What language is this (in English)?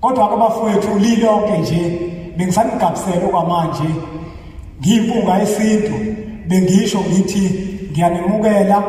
Zulu